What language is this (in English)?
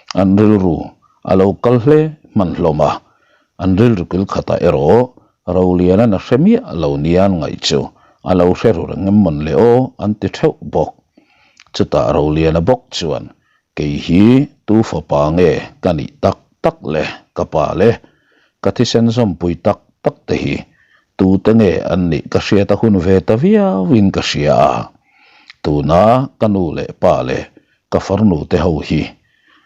Mizo